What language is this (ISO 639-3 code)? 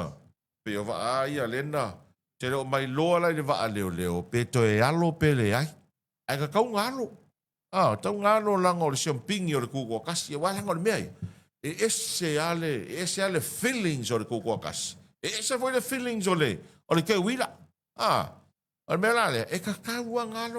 smo